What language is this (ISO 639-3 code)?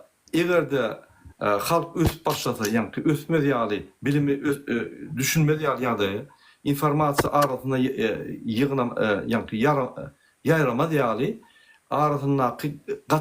tuk